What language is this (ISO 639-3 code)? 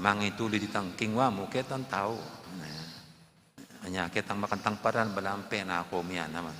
pam